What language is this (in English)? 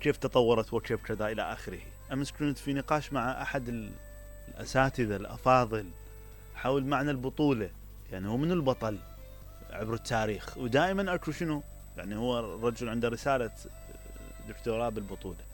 Mesopotamian Arabic